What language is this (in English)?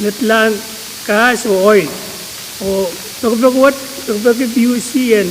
Pohnpeian